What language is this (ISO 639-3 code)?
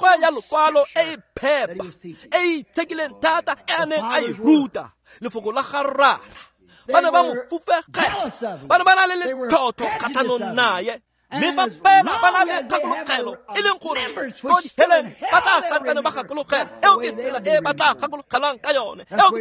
tsn